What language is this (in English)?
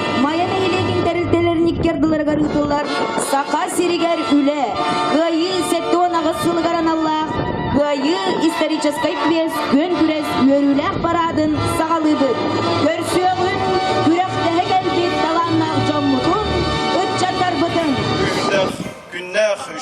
Yakut